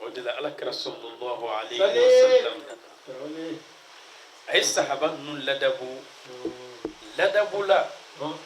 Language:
Bambara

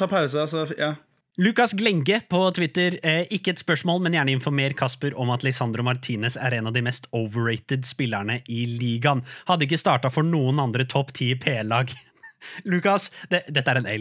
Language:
Norwegian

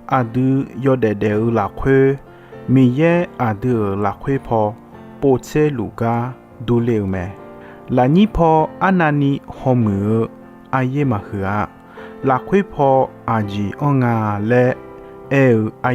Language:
Akha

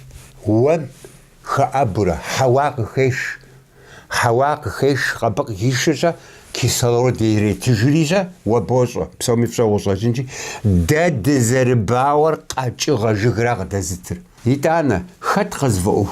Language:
Kabardian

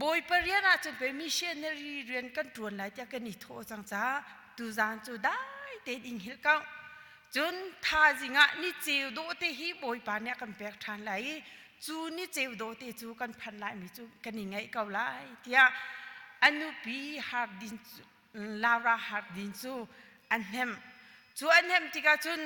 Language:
Hakha Chin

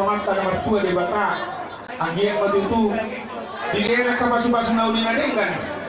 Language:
Batak Toba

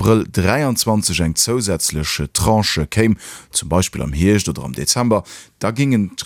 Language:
Luxembourgish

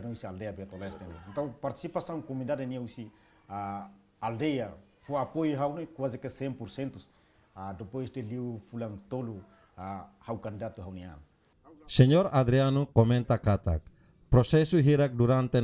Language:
Tetum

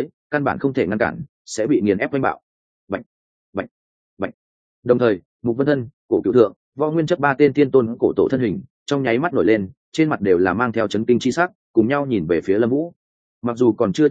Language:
Vietnamese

